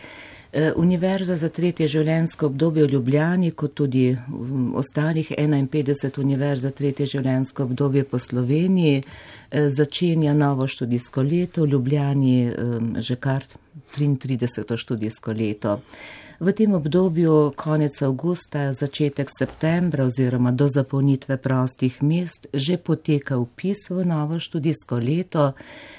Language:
Slovenian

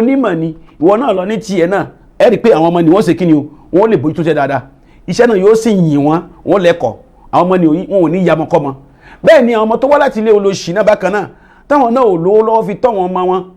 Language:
Yoruba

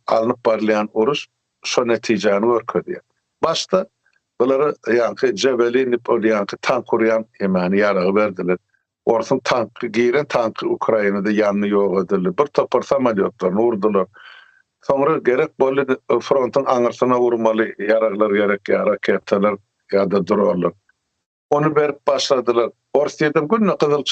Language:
Turkmen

